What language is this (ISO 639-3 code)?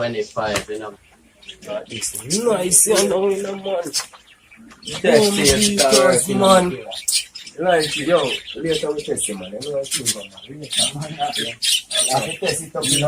jam